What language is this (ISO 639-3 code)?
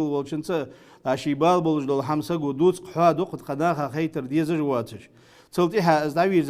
inh